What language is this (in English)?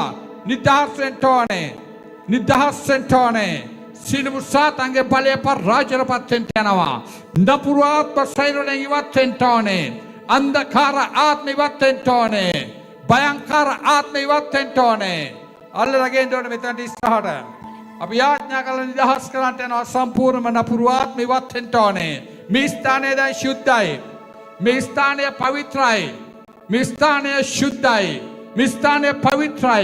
Sinhala